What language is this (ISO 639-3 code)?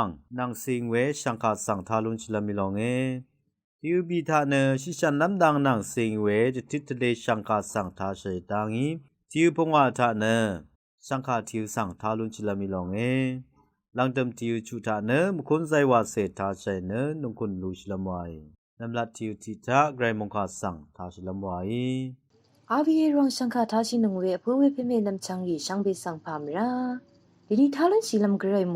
raw